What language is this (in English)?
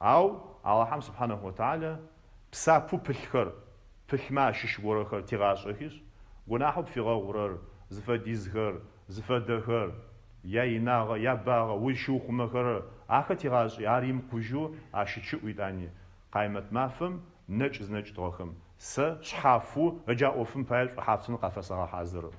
Adyghe